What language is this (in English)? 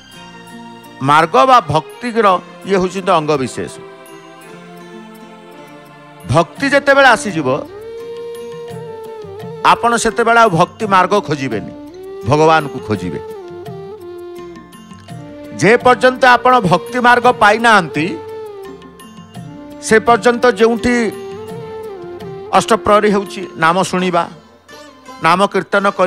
Odia